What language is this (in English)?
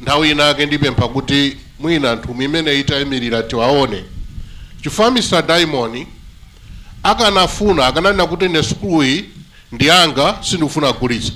Nyanja